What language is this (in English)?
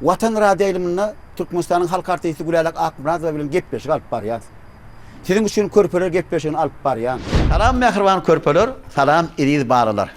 Turkmen